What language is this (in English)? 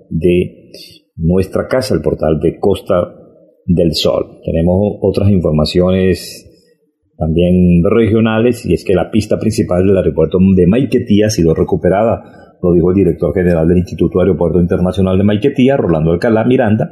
Spanish